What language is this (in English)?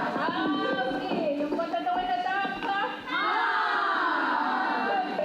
Mohawk